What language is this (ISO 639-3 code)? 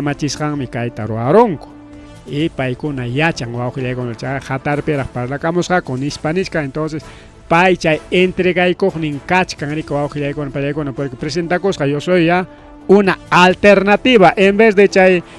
quy